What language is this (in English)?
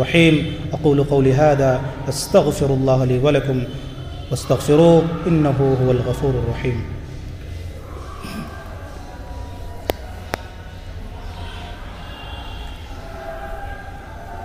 Urdu